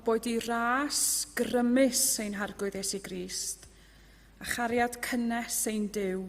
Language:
Welsh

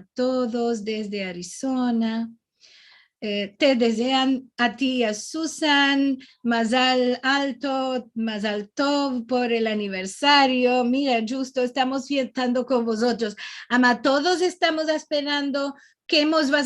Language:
Ladino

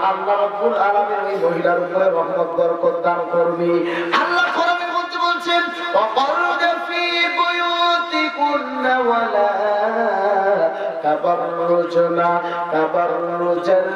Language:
Bangla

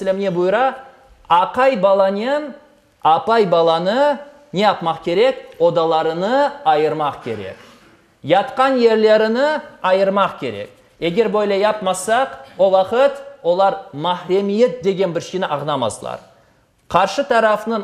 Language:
Crimean Tatar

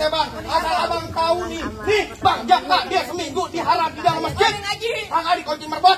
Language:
Betawi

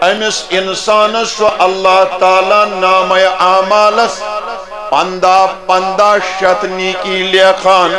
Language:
Kashmiri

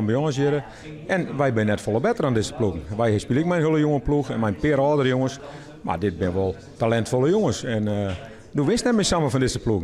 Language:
Western Frisian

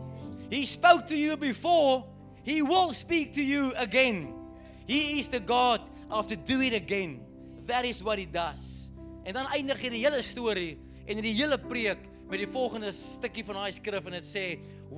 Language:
Afrikaans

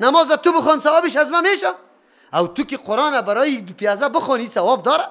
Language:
Persian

